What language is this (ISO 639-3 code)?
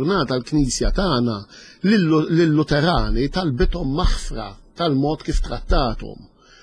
mlt